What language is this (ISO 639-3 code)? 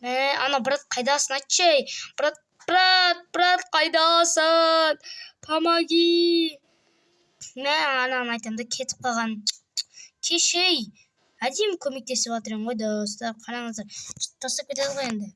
kaz